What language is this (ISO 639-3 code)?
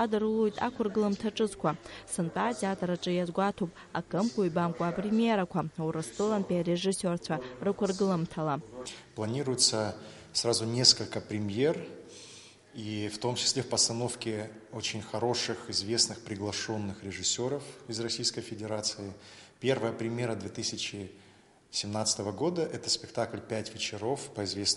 abk